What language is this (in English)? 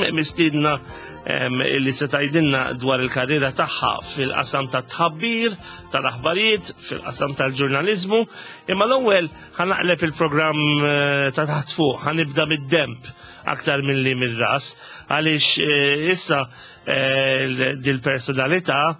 Maltese